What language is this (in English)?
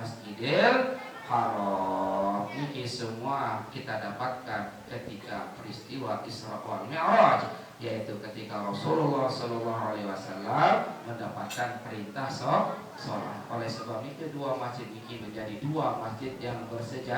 Sasak